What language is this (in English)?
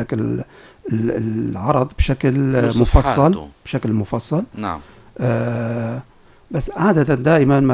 North Levantine Arabic